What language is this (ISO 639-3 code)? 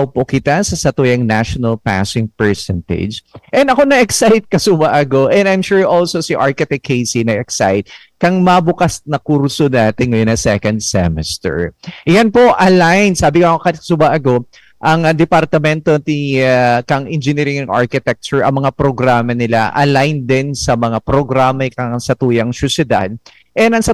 bik